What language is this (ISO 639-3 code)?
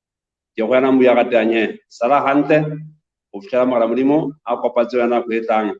sot